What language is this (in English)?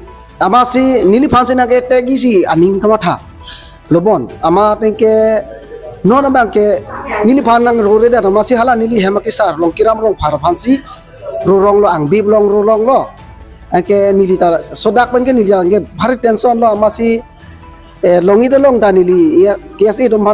Karbi